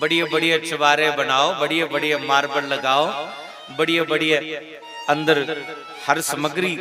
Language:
Dogri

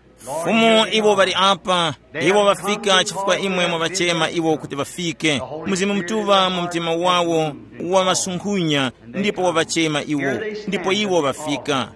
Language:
Tumbuka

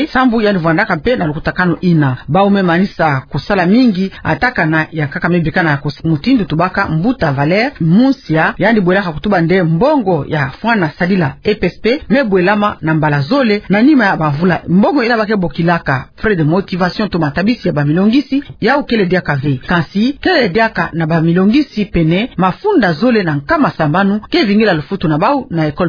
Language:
Kituba (Democratic Republic of Congo)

